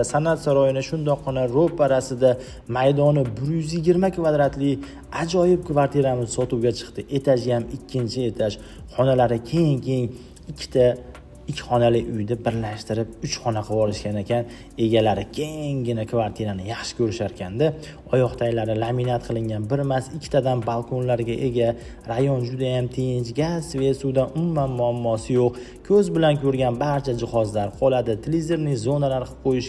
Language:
Uzbek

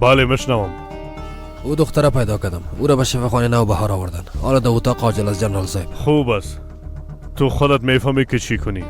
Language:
Persian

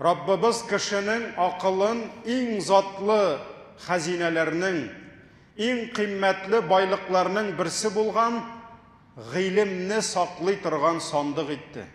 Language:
Tatar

